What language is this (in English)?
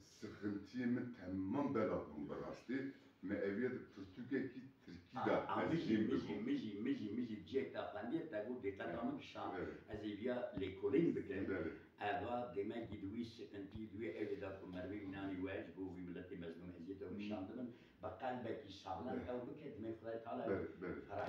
Kurdish